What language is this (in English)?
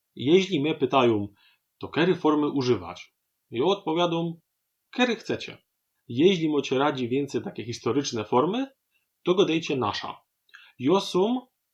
Silesian